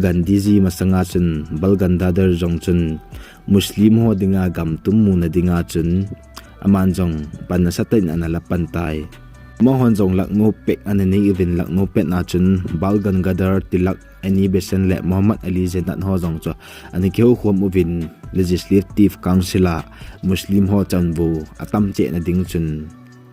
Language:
Thado Chin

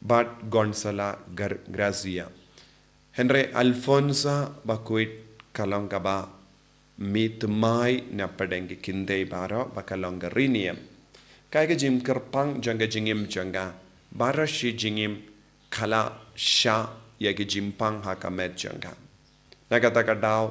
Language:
Khasi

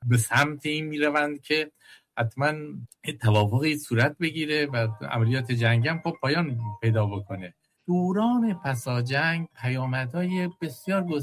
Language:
Persian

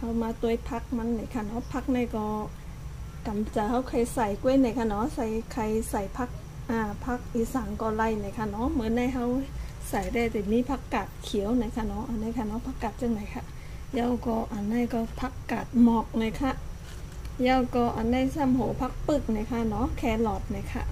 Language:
Shan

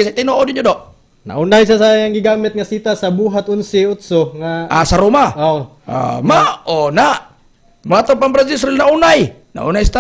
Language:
Cebuano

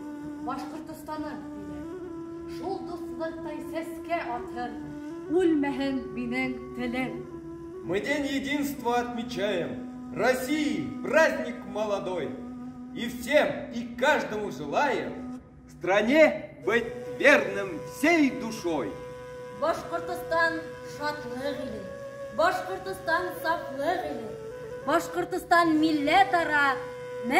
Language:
Bashkir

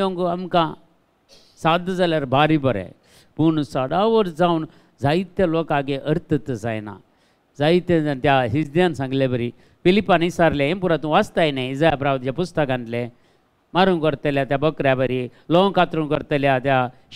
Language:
Konkani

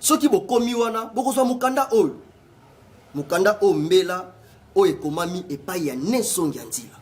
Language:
Lingala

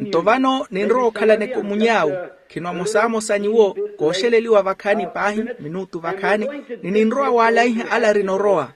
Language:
Makhuwa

